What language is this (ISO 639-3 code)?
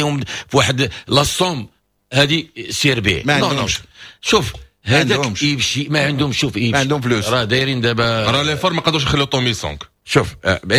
ary